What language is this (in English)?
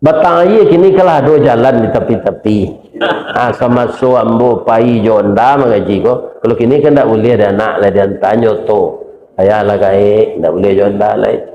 Minangkabau